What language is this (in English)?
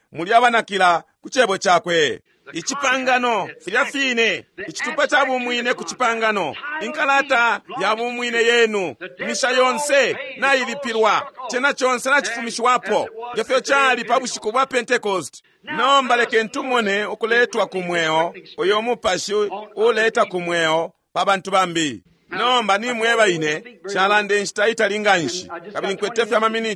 Bemba